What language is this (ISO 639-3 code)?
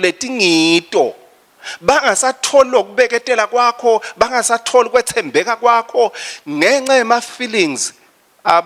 ssw